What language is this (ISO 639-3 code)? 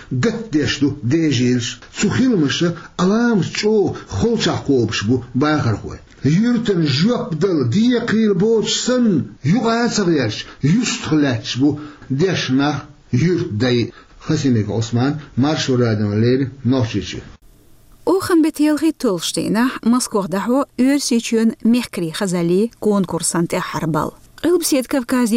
che